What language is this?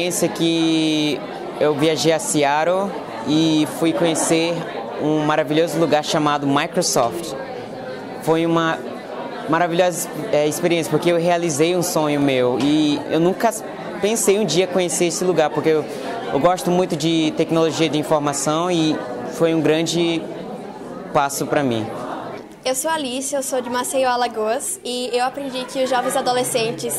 Portuguese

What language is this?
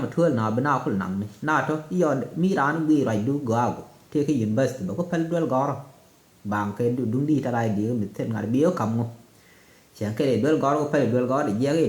Nuer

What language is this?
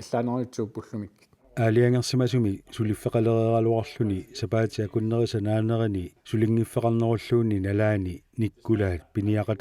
Kalaallisut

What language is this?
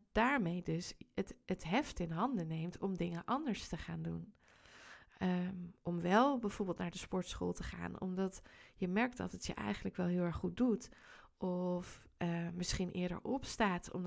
Dutch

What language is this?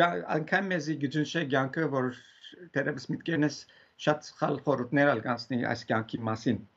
Western Armenian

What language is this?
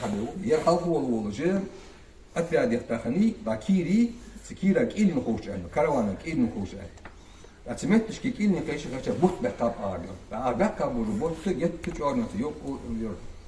Ingush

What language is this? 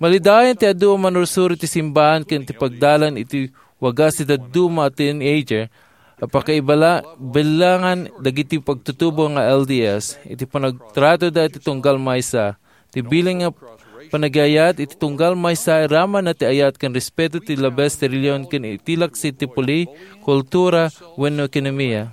Iloko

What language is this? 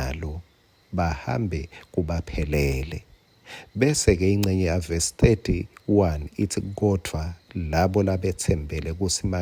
Swati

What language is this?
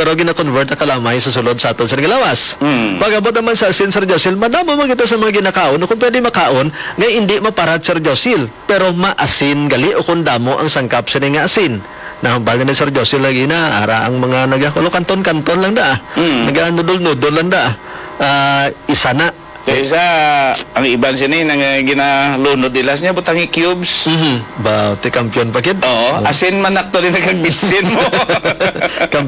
Hiligaynon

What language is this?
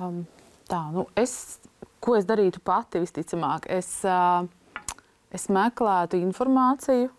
Latvian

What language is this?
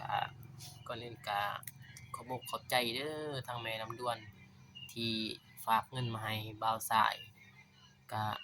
Lao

